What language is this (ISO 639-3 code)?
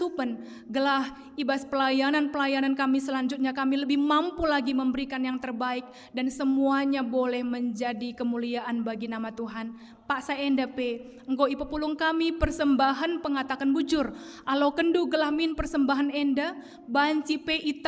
btx